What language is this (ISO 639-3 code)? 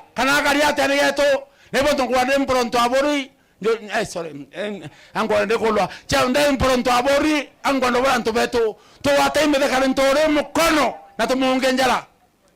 mer